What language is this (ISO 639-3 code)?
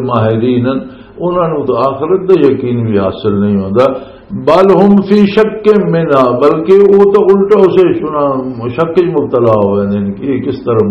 lah